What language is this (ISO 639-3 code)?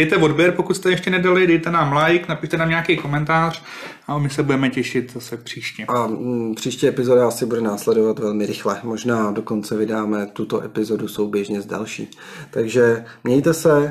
ces